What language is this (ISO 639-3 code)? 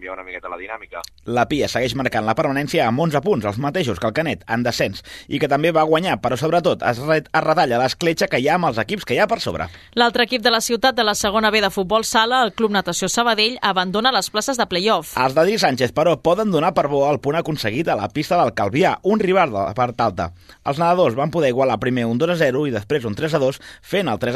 cat